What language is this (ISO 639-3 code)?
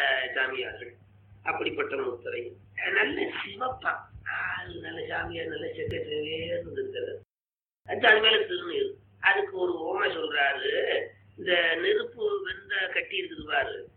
tam